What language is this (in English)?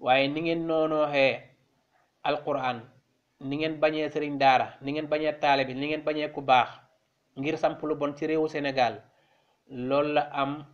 Wolof